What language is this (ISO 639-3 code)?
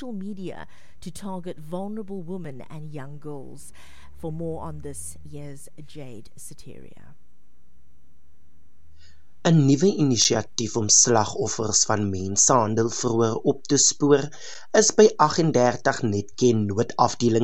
afr